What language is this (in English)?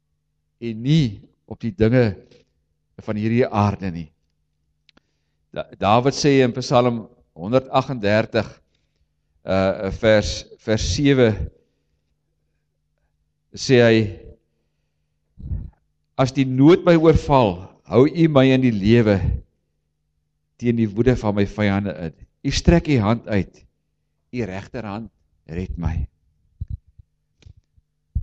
Afrikaans